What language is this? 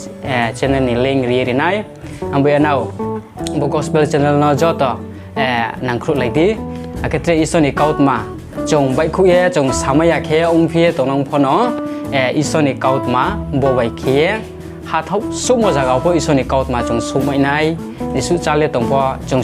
Riang (India)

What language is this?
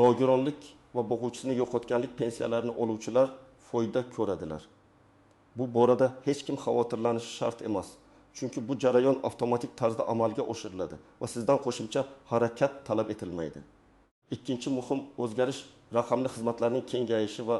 Uzbek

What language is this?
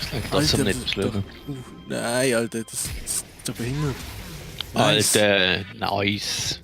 Swiss German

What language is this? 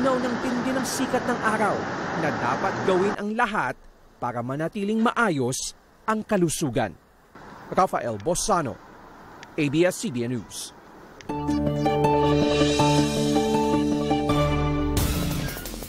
Filipino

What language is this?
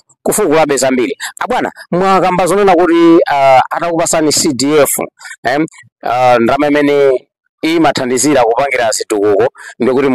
Nyanja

